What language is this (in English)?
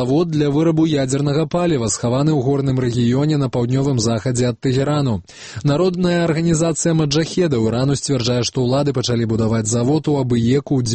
Belarusian